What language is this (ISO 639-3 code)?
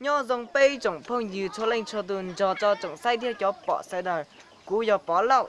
hmn